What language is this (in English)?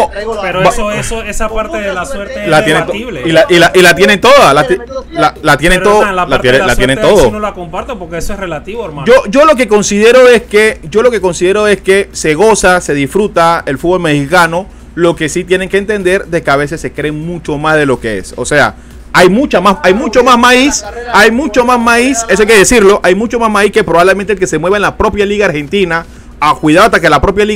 Spanish